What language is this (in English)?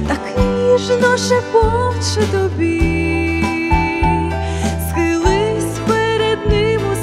Ukrainian